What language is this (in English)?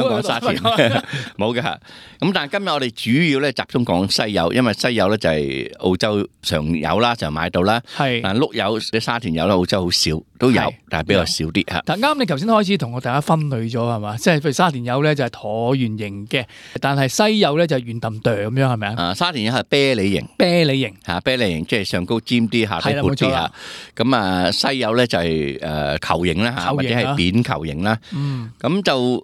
Cantonese